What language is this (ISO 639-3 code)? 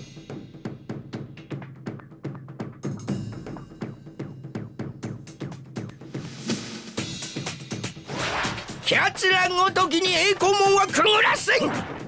jpn